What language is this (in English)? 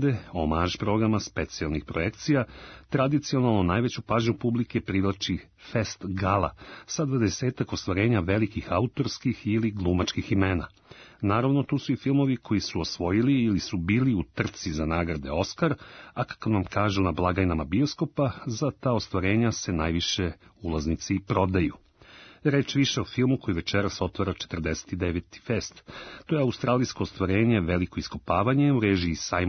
Serbian